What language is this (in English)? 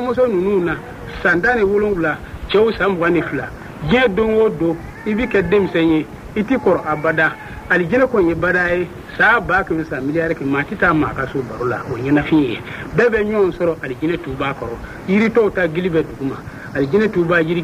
Bambara